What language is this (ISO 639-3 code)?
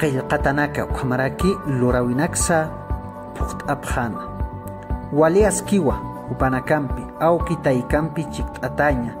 aym